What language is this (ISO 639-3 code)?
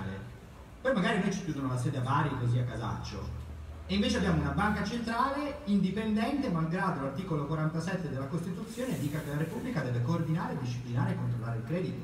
ita